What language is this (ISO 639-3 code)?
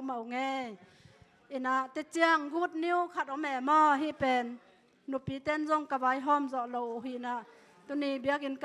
ctd